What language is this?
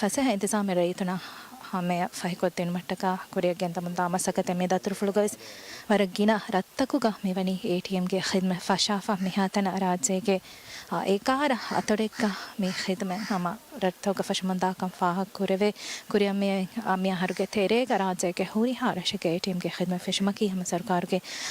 Divehi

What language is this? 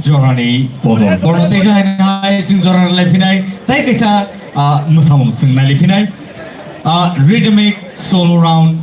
Kok Borok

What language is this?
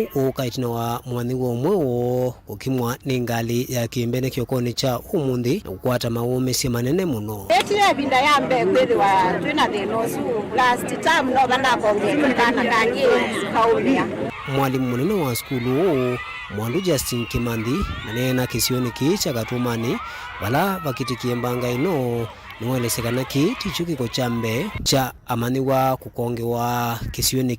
Kamba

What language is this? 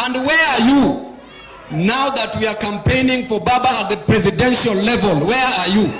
Gusii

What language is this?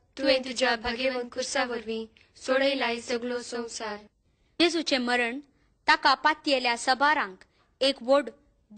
Konkani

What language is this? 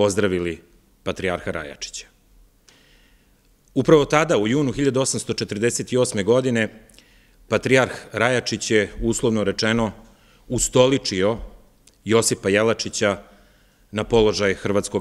Serbian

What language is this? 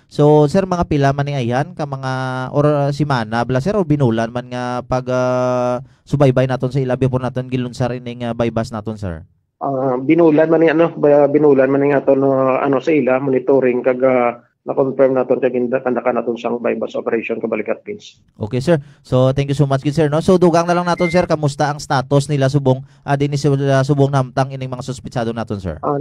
Hiligaynon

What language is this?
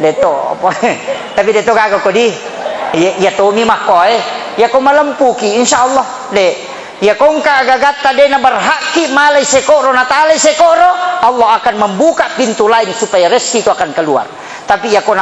Buginese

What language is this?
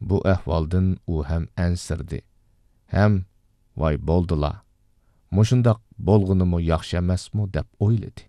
Uyghur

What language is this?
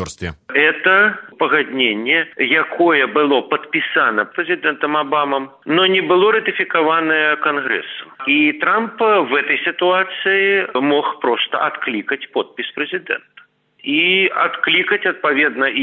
Belarusian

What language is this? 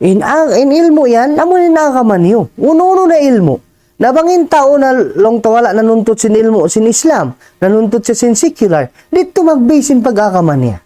Tausug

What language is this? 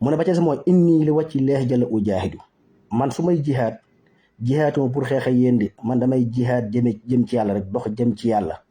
Wolof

